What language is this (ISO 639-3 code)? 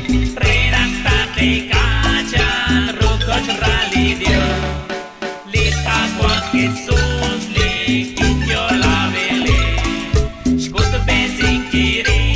kek